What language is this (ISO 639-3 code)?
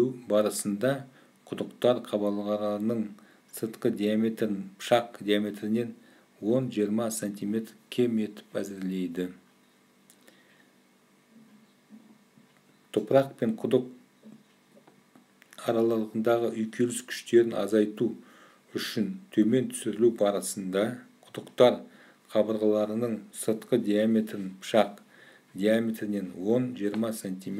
kaz